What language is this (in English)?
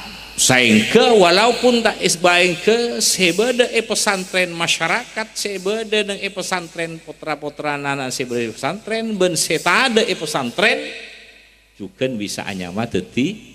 Madurese